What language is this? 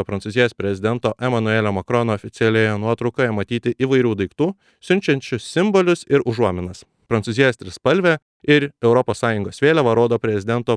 Lithuanian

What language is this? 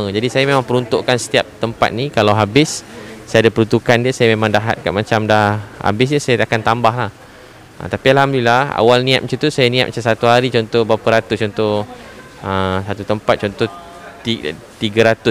Malay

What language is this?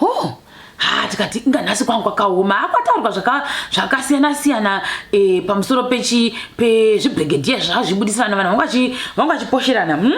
Shona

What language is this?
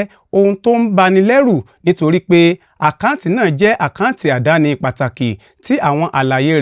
Yoruba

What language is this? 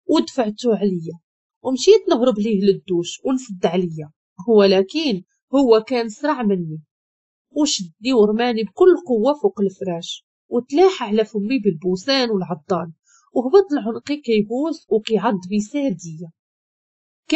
Moroccan Arabic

